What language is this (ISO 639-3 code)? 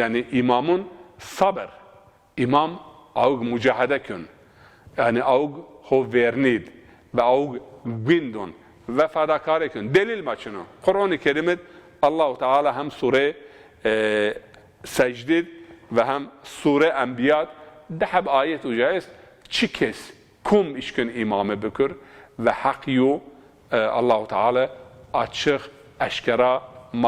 zza